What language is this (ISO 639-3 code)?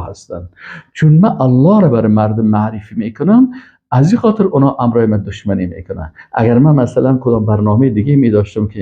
fas